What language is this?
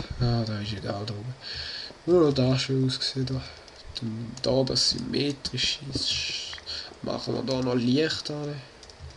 Swiss German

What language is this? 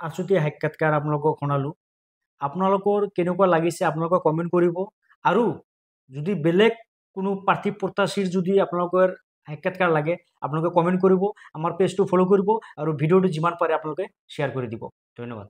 Assamese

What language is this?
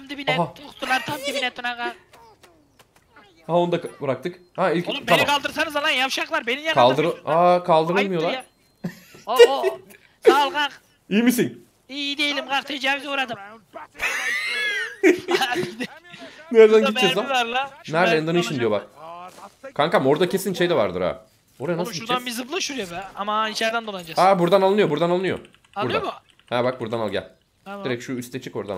Turkish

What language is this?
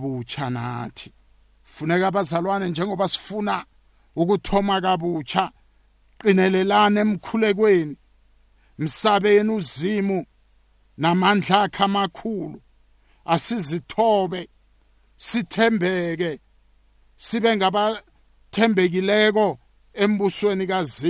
South Ndebele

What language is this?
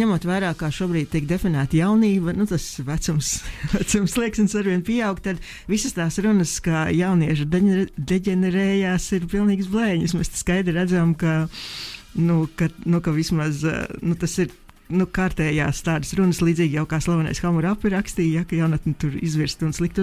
Latvian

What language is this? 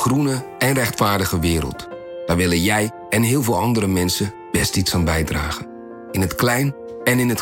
Dutch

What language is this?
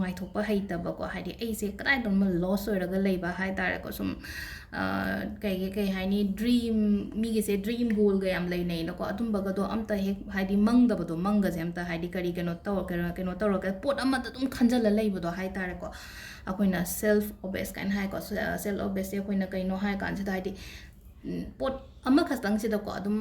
Manipuri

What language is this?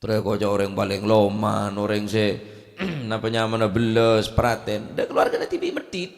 Madurese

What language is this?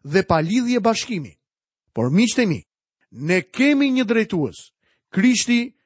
Albanian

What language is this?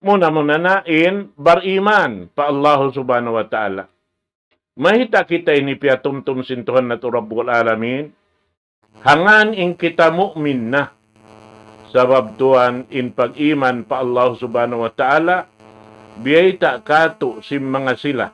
Tausug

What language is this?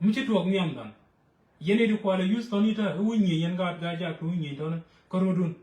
Nuer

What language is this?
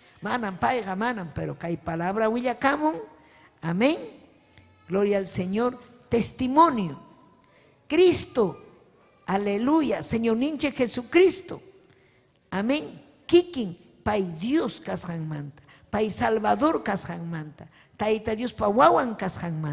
Ayacucho Quechua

